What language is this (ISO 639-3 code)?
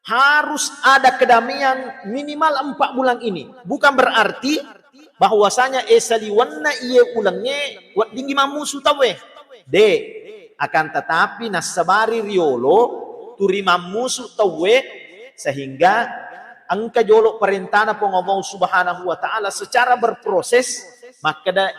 bug